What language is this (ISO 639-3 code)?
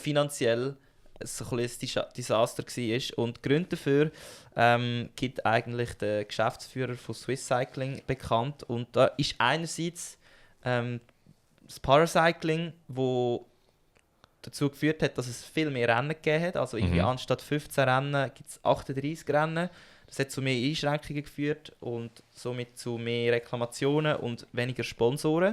gsw